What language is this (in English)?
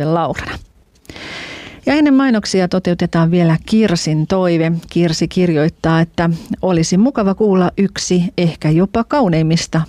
Finnish